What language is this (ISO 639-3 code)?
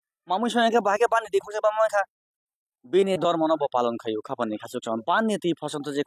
trp